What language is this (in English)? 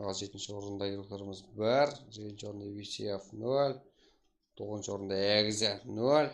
Kara-Kalpak